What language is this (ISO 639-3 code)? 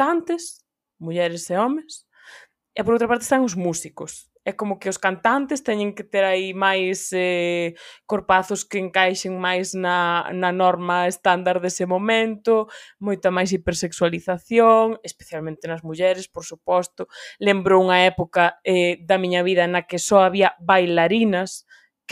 glg